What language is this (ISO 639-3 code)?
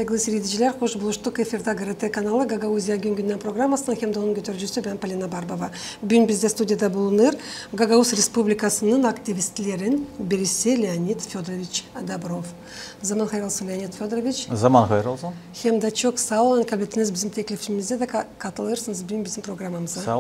gag